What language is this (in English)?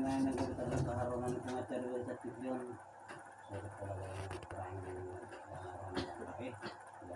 Batak Toba